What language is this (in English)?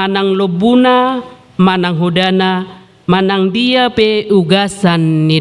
Batak Toba